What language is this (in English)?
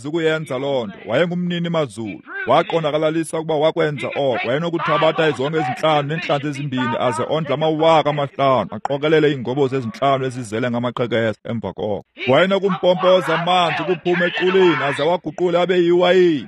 Xhosa